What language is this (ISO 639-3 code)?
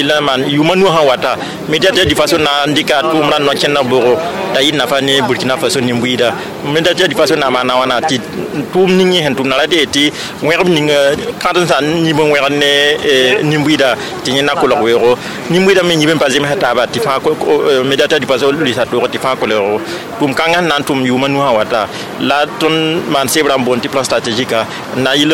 mos